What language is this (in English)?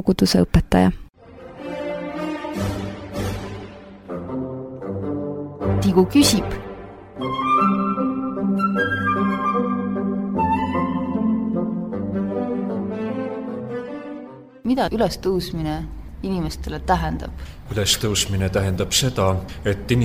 Estonian